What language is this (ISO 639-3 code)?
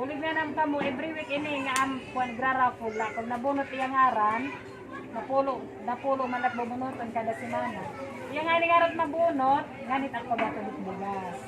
war